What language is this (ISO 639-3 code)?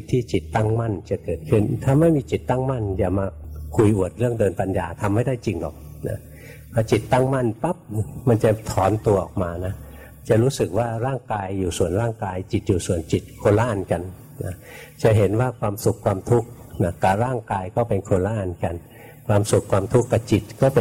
tha